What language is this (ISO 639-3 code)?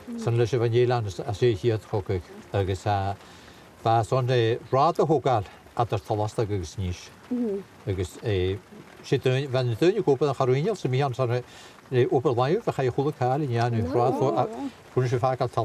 gla